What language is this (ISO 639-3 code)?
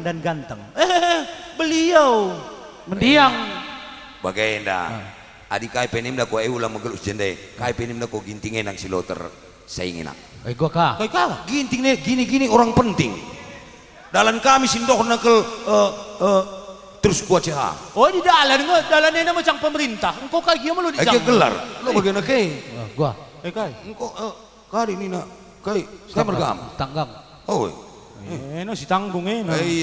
btx